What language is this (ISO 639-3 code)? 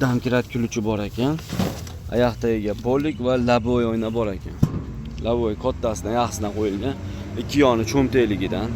uzb